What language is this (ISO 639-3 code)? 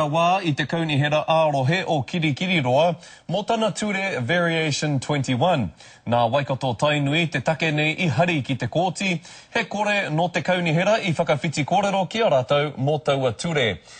mri